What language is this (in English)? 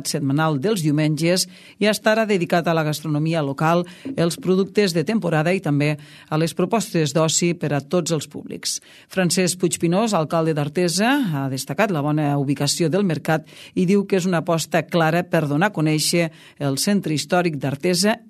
Catalan